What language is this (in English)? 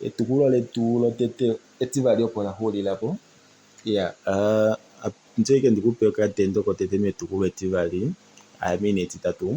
Kuanyama